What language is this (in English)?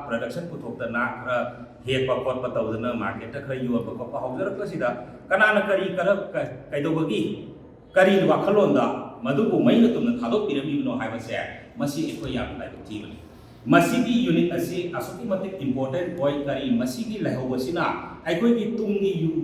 Manipuri